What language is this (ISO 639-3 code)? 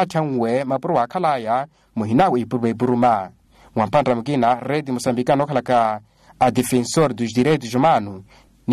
vmw